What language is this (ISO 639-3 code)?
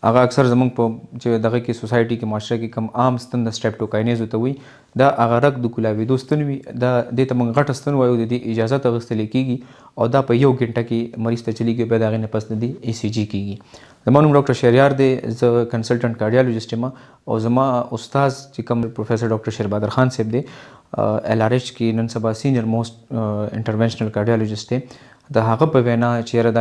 pus